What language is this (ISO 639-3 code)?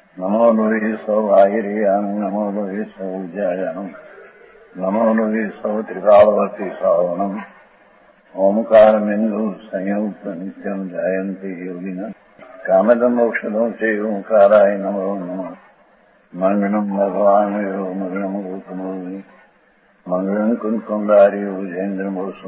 guj